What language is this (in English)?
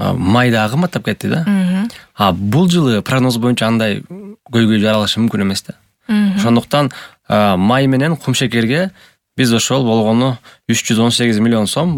Kyrgyz